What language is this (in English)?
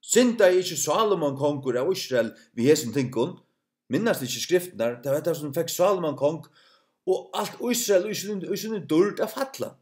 Faroese